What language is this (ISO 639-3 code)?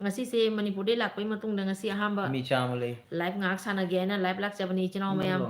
mni